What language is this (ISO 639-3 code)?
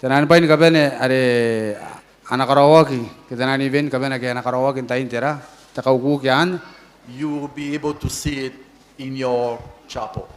gil